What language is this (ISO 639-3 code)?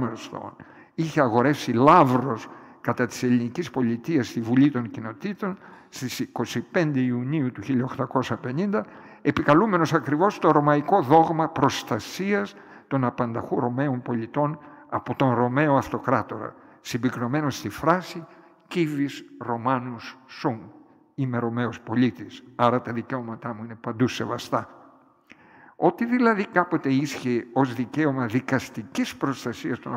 ell